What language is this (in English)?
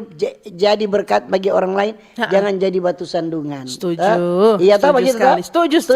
Manado Malay